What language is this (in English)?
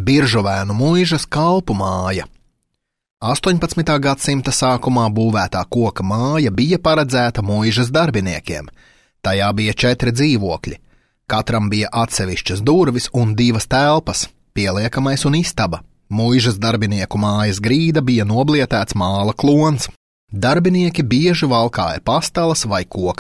Latvian